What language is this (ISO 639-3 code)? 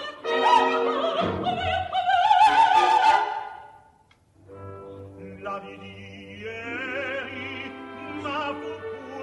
ita